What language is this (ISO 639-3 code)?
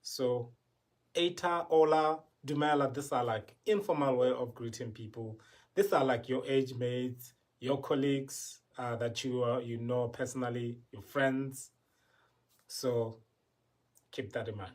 tsn